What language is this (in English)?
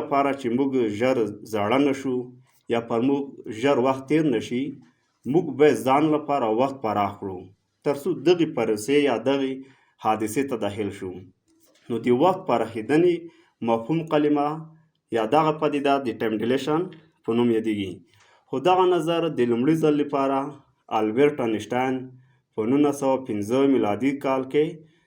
Pashto